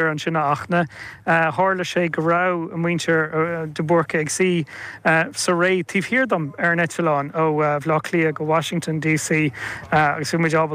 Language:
Irish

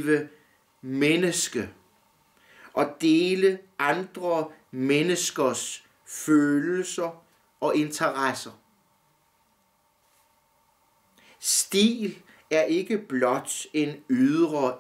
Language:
Danish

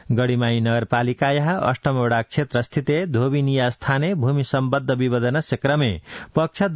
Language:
Sanskrit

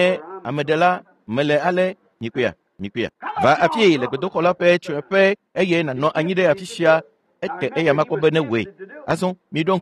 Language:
Ewe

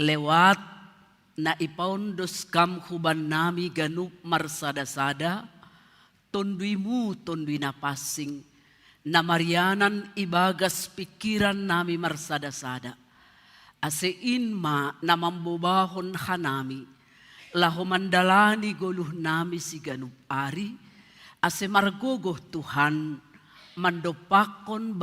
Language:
Batak Simalungun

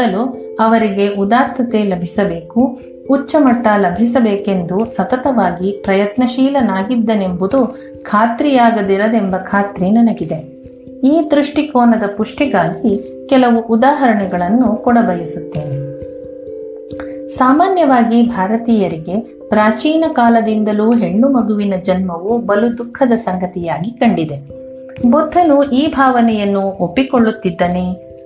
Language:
Kannada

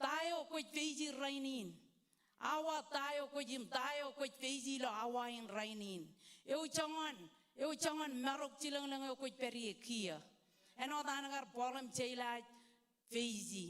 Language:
Marshallese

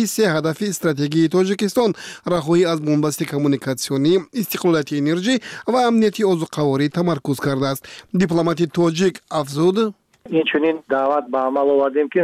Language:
Tajik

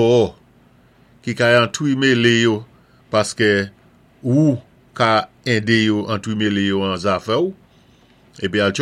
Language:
Saint Lucian Creole French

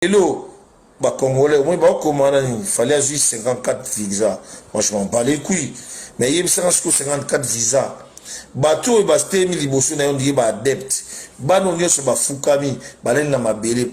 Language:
Lingala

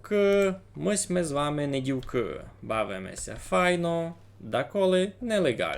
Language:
Rusyn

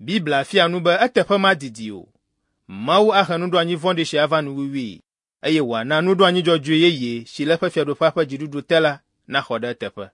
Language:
Ewe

